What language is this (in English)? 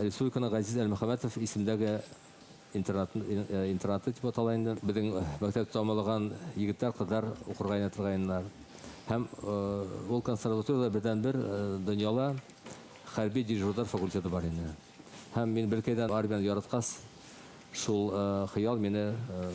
Bashkir